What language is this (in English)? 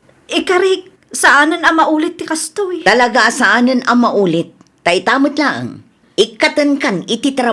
Iloko